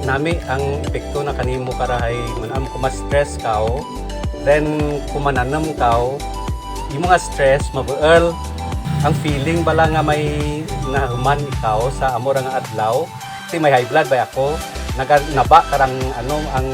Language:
Kinaray-a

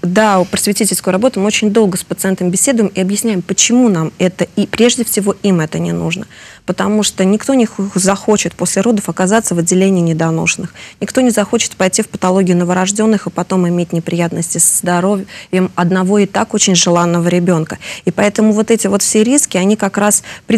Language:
Russian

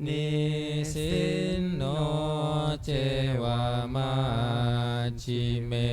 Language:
Pali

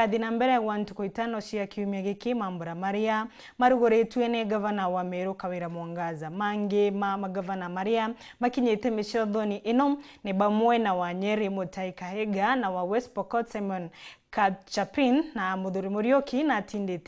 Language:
Meru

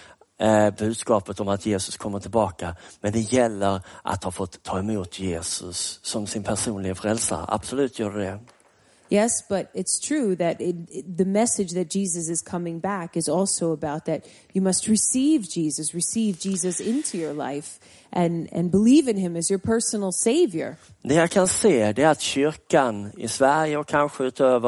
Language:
Swedish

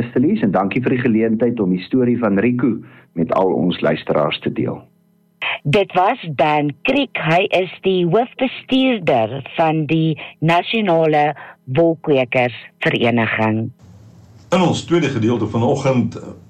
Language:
Afrikaans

